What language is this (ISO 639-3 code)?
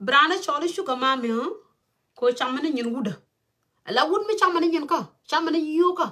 nus